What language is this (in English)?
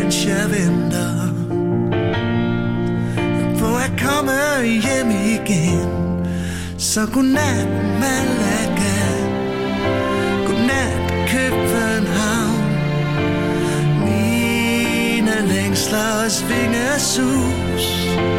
Danish